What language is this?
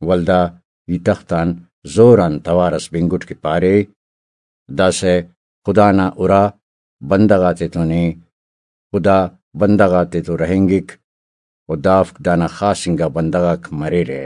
Brahui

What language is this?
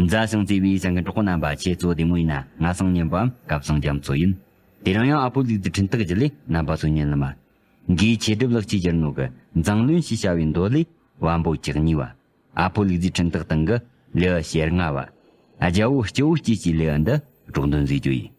Tibetan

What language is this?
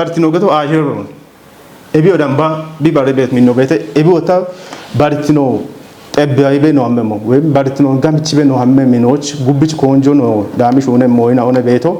Kafa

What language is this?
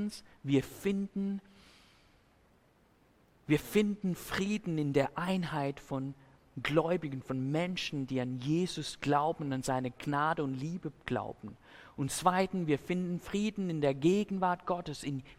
German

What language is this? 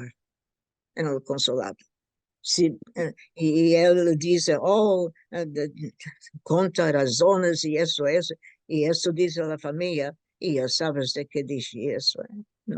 Ladino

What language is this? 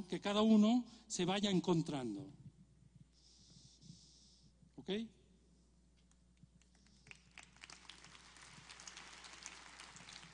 Spanish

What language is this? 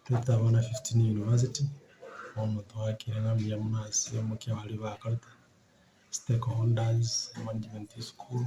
Gusii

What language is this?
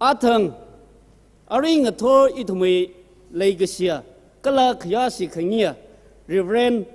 Tangkhul Naga (India)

